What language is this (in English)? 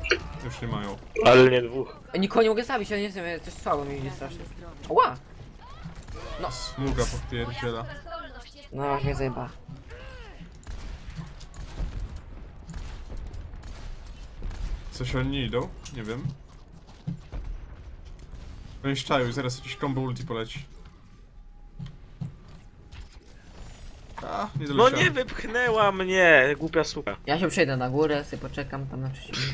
Polish